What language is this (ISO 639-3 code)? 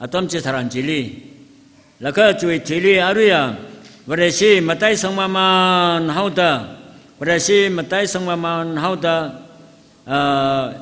nmf